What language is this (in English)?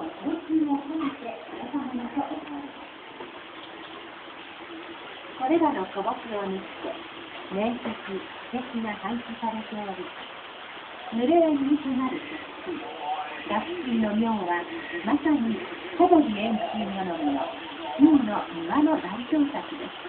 Japanese